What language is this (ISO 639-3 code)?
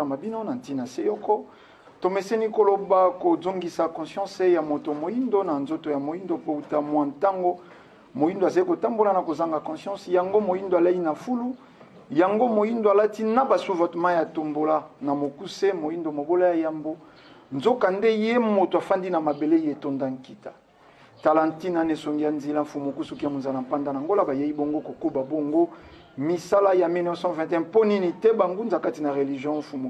lin